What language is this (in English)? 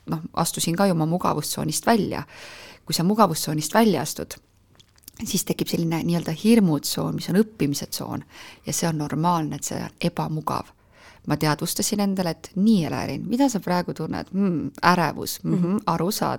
Estonian